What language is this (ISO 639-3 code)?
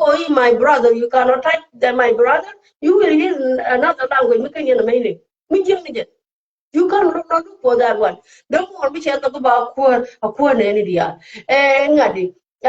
nus